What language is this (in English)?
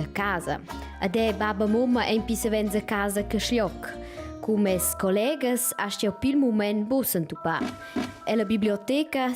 Romansh